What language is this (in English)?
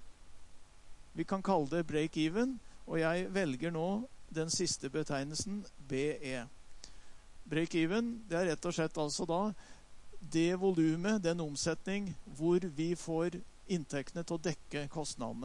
Norwegian